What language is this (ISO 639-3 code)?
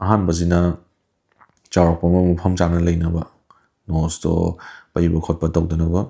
mni